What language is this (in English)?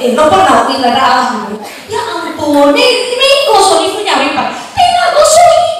Nias